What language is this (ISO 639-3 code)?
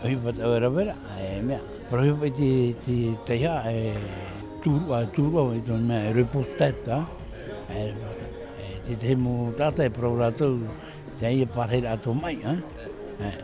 tah